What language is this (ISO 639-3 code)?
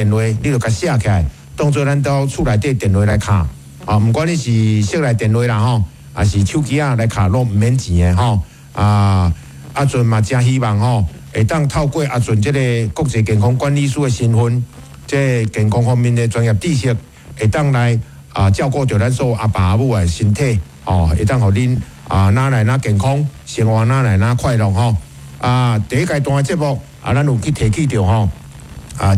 nan